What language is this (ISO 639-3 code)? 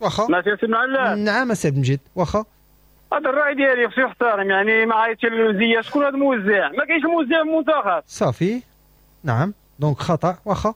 ary